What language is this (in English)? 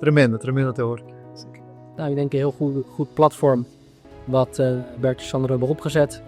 Papiamento